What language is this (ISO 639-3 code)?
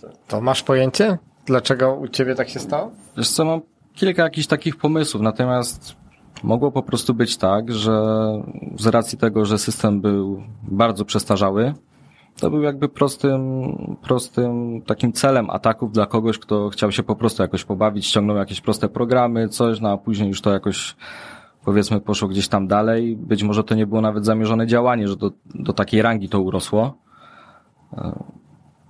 pol